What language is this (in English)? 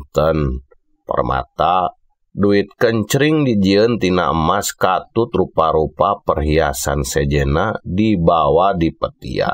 Sundanese